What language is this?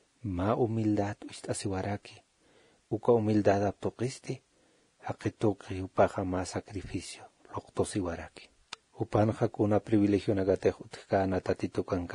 Aymara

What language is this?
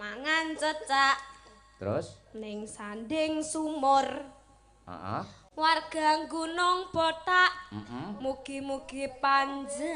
Javanese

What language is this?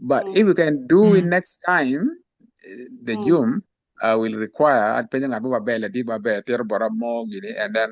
Acoli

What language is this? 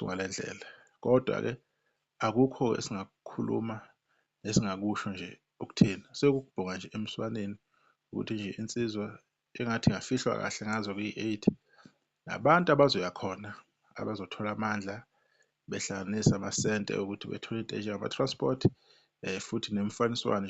Zulu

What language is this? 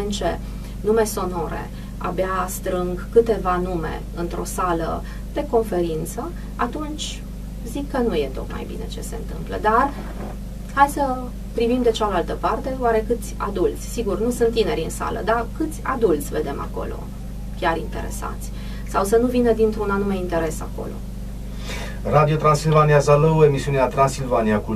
Romanian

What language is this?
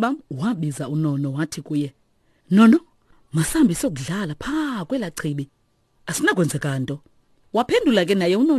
Xhosa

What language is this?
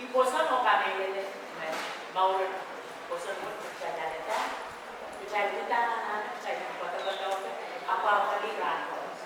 Pohnpeian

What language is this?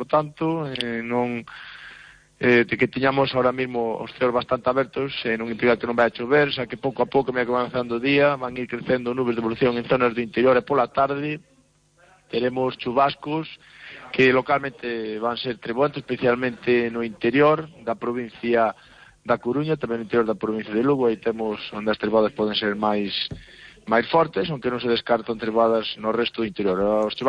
Galician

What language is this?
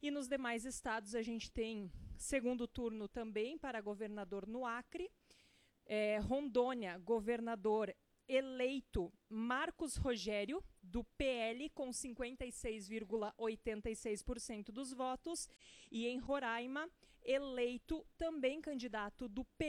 Portuguese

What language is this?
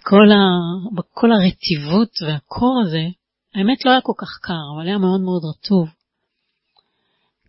Hebrew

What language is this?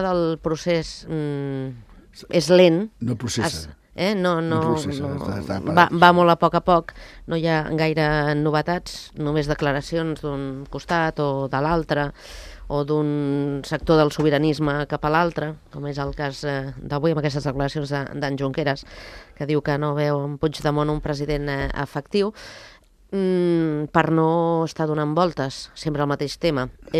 Catalan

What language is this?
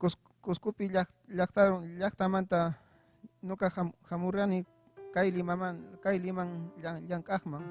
Ayacucho Quechua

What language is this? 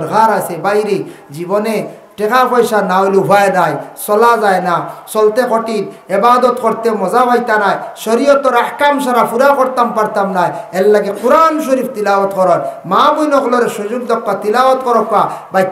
Sylheti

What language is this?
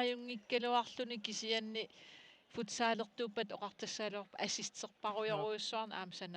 Kalaallisut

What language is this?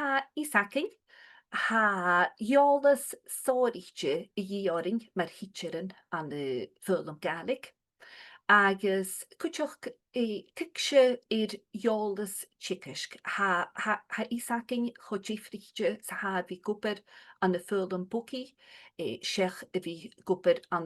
Scottish Gaelic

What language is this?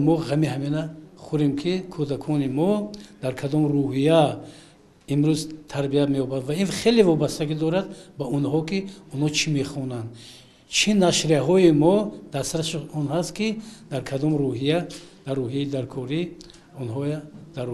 Tajik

